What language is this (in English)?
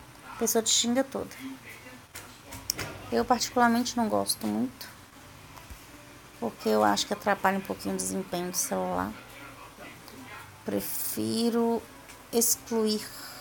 Portuguese